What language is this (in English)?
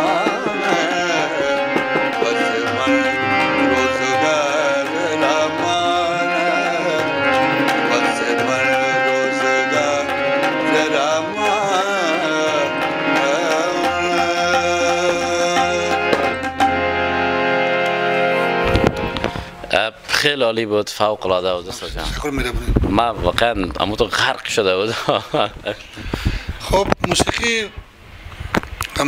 Persian